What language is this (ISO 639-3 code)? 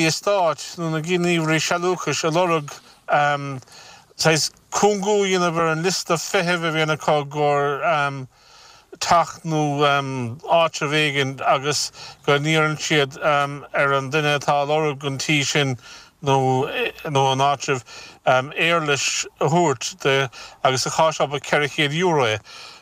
gle